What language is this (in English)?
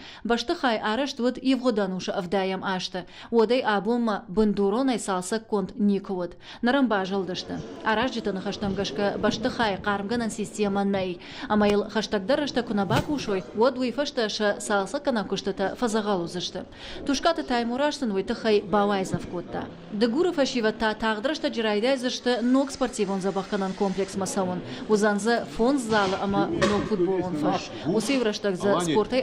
Ossetic